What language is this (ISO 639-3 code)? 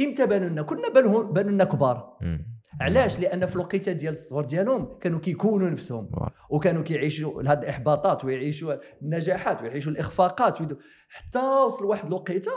ary